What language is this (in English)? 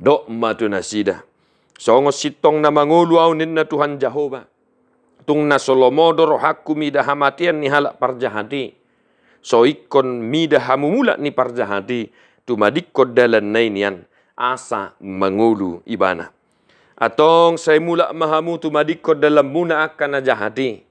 Batak Toba